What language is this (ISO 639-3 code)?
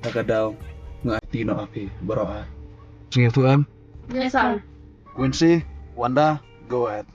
kha